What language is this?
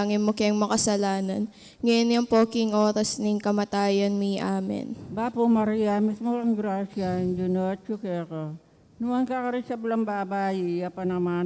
Pampanga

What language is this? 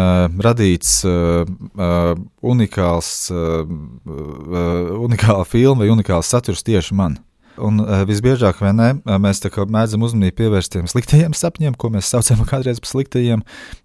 Latvian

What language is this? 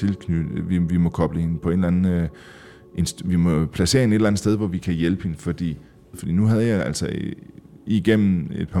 Danish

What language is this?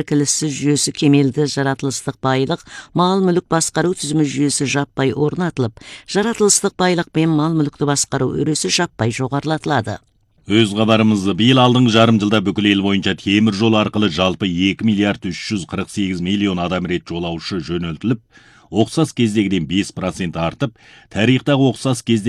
Kazakh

